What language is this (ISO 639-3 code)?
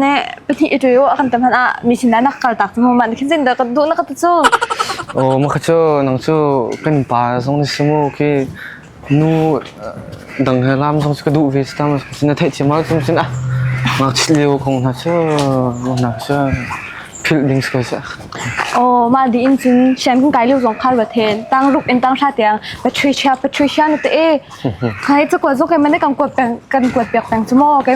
cnh